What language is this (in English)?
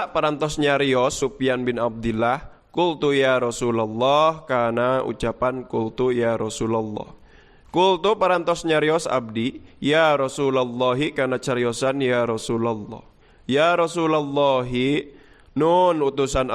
Sundanese